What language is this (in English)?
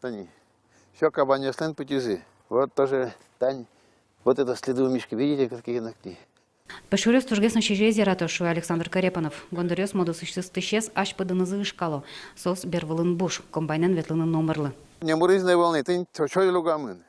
Udmurt